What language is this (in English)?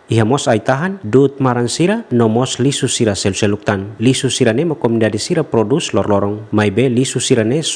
Tetum